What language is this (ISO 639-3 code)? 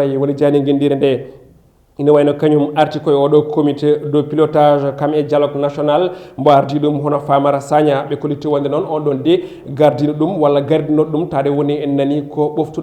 ful